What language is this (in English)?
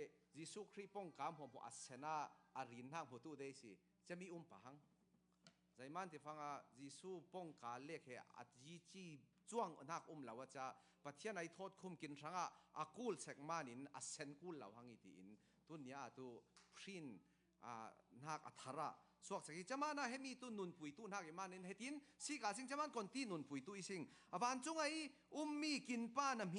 Falam Chin